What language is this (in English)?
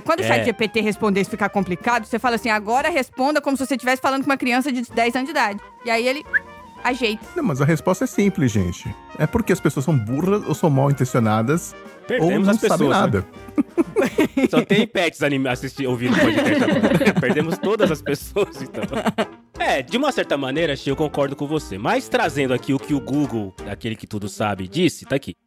Portuguese